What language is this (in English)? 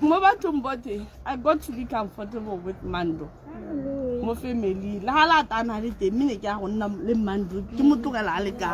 Tswana